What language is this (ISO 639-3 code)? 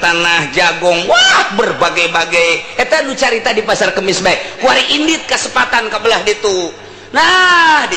sun